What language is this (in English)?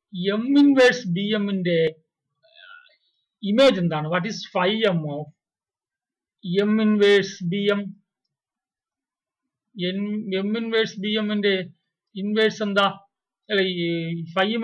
Malayalam